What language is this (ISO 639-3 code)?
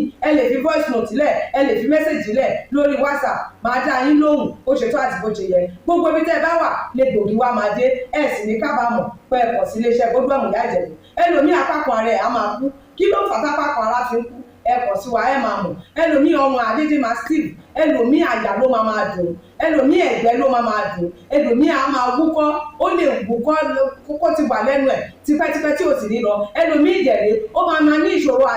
yor